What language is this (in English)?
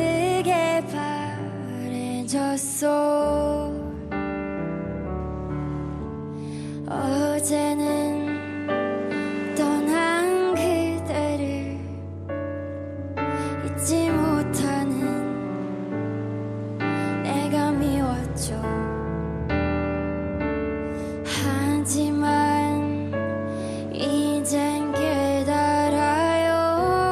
Korean